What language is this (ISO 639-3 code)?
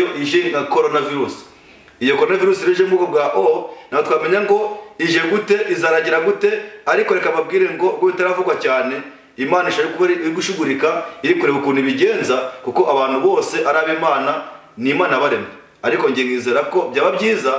kin